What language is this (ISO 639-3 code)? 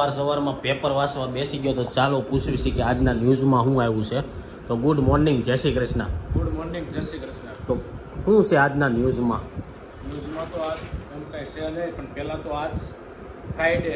guj